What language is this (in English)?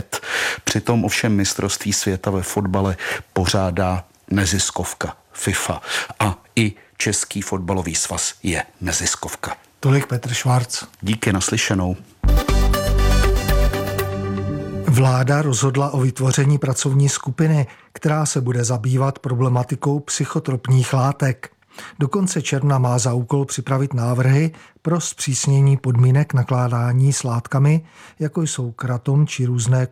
Czech